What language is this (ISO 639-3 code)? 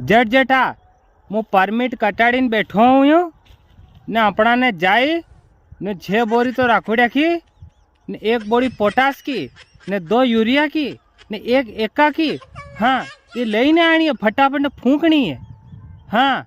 raj